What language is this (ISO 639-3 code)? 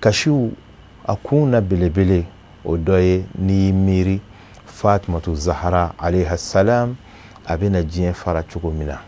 bam